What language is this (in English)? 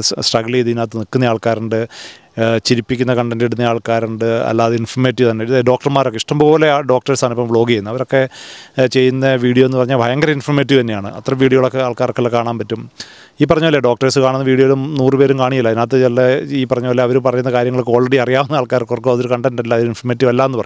Malayalam